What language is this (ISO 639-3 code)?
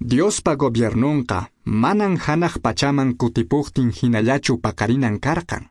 que